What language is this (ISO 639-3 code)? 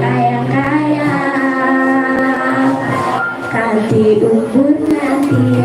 ban